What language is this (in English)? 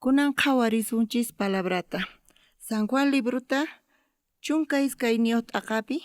South Bolivian Quechua